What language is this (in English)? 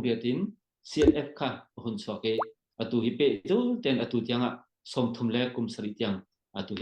Hakha Chin